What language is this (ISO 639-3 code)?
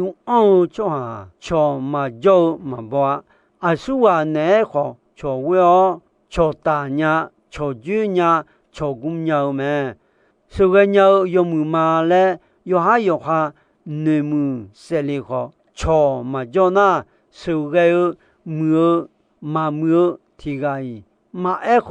ahk